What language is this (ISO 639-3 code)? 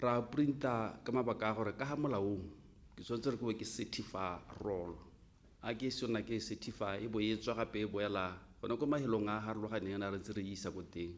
tsn